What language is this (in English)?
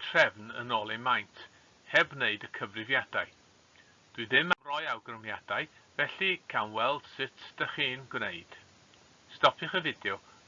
Welsh